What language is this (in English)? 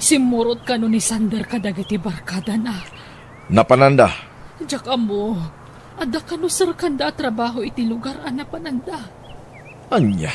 Iloko